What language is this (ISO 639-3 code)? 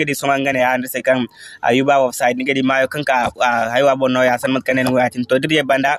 dje